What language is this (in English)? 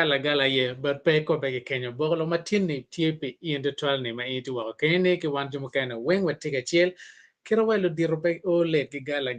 Acoli